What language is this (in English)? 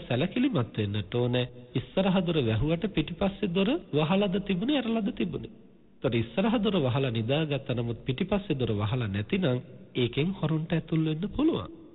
Sinhala